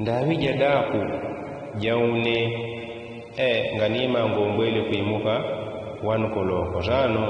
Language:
Yao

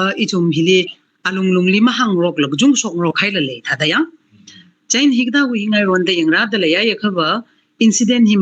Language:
Tangkhul Naga (India)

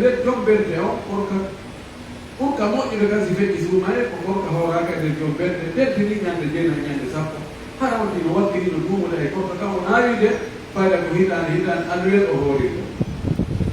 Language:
Pular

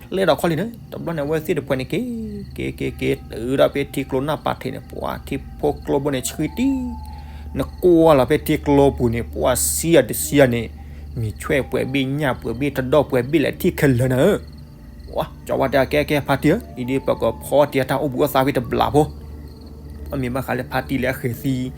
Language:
S'gaw Karen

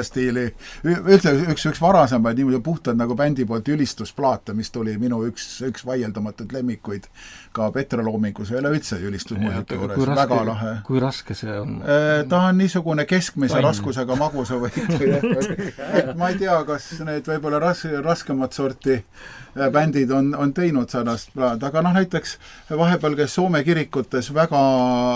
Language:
Estonian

